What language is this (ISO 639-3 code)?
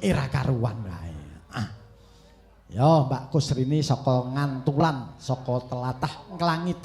jav